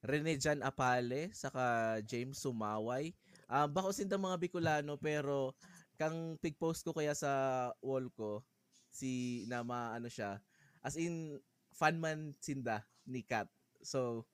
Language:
Bikol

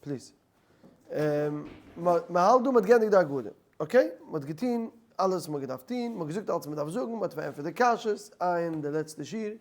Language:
Yiddish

